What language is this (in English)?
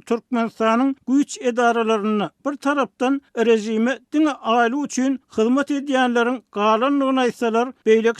Turkmen